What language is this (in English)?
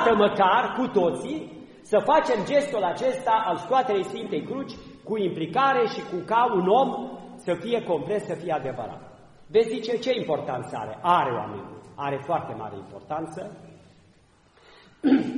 Romanian